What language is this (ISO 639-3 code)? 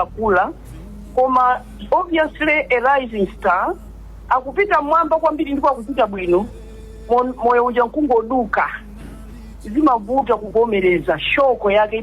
nya